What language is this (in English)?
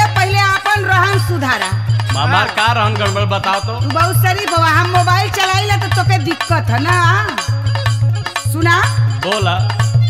Bhojpuri